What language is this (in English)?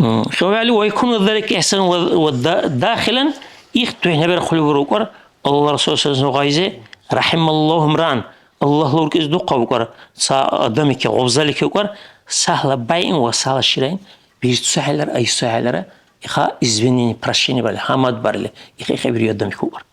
Dargwa